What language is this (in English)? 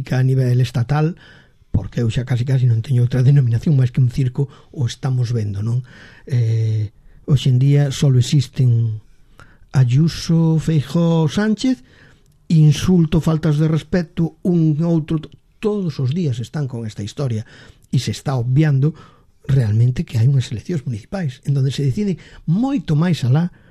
Galician